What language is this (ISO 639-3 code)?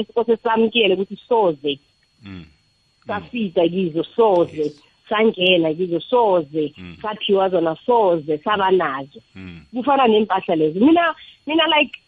nbl